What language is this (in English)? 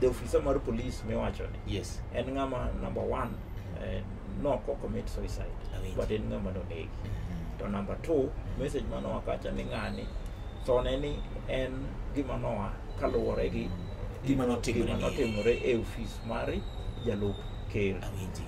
Luo (Kenya and Tanzania)